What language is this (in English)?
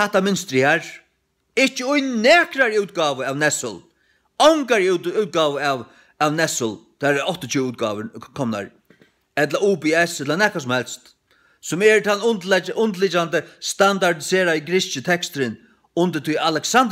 Faroese